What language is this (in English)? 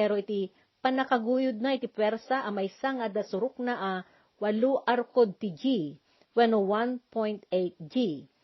Iloko